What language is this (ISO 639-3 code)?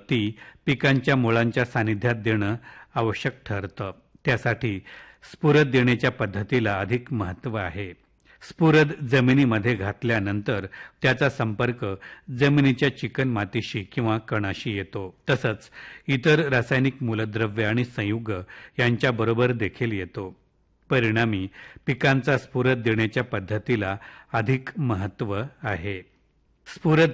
mar